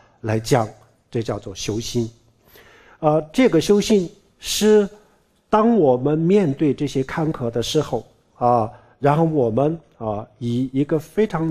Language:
Chinese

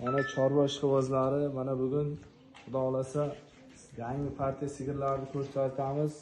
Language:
Uzbek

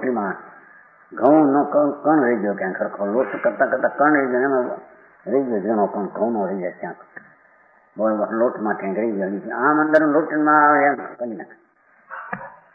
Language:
Gujarati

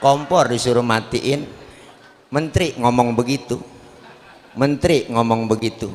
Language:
Betawi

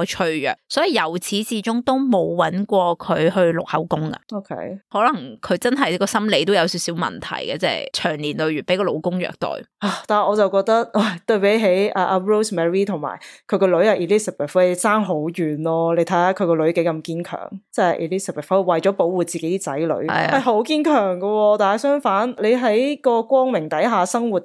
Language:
Cantonese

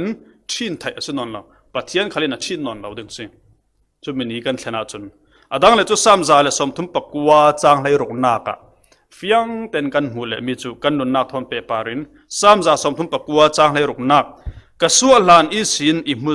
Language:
Falam Chin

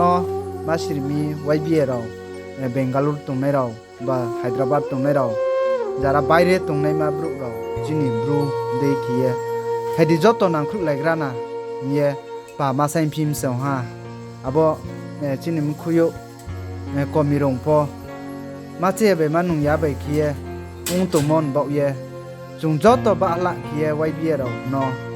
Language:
Riang (India)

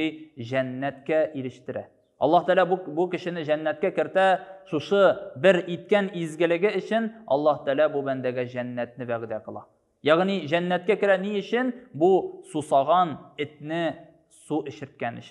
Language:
Tatar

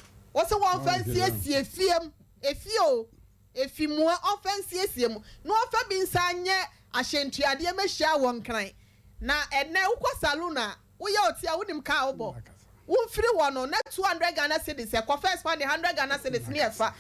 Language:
Akan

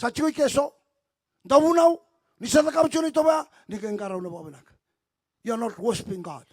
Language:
Fijian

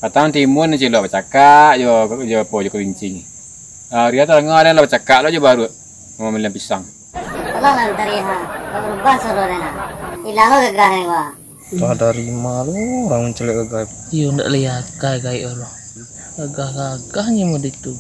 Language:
Minangkabau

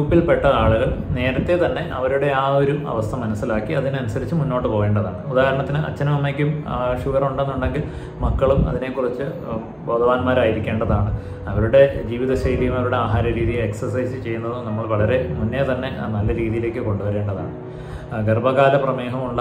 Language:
Malayalam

